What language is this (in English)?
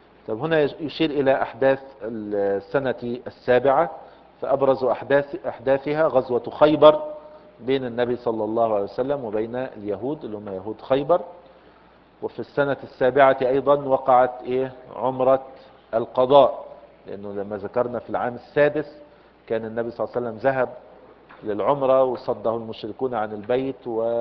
Arabic